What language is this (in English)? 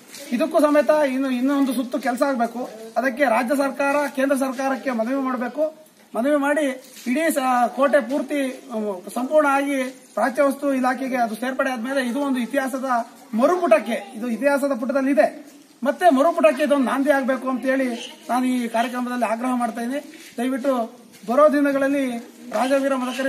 Kannada